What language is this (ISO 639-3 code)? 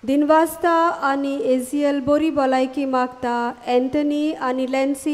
kok